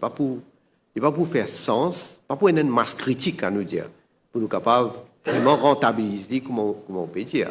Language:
Morisyen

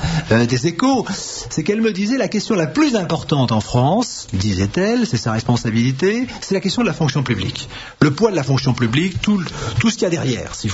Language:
French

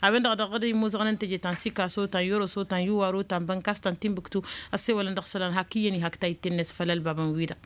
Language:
Tamasheq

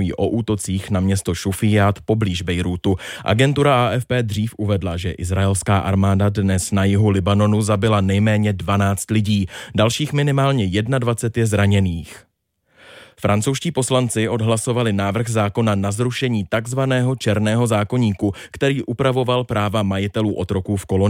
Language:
Czech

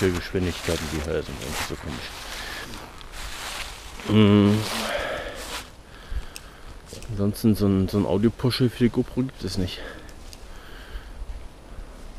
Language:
German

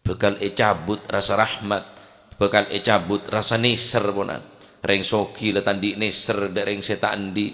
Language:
Madurese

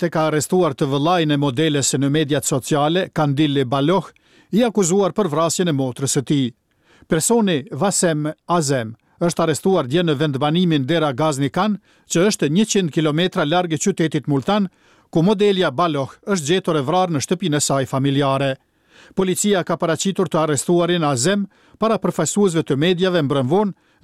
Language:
Albanian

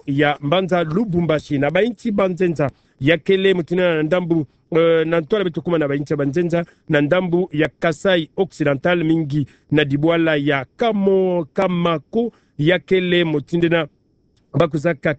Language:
Kituba (Democratic Republic of Congo)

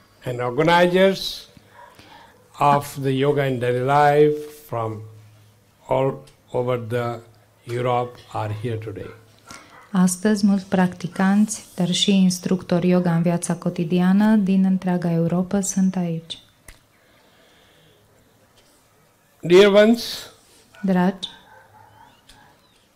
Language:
Romanian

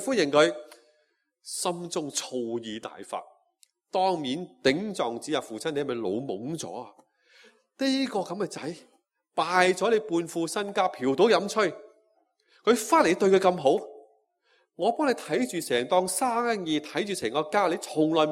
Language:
Cantonese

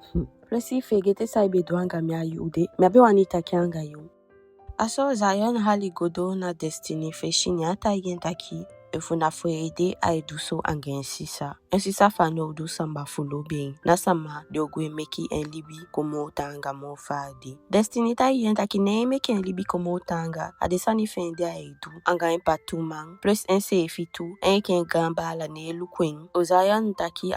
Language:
Eastern Maroon Creole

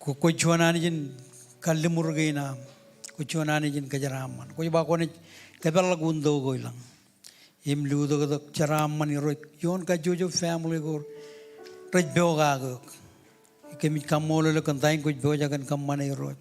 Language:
Marshallese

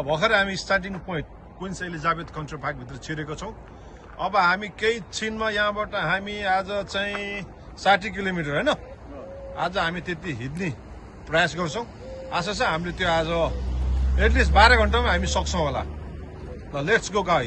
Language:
Nepali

